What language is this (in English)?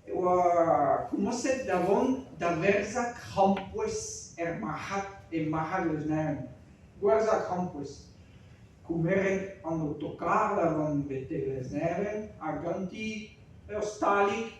Breton